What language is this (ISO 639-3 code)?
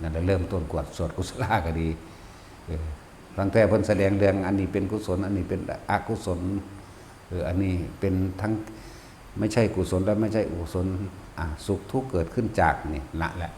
tts